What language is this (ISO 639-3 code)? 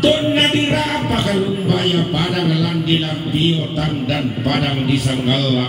sda